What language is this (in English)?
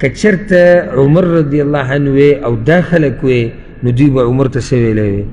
Pashto